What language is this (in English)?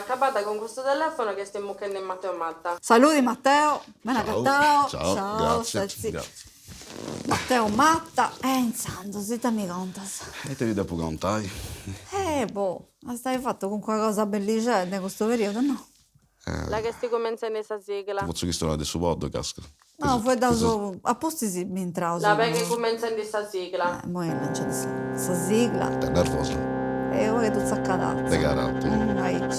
Sardinian